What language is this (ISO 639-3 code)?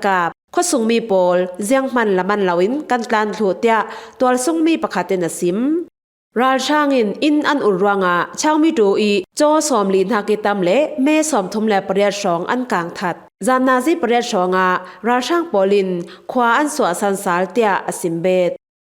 cfm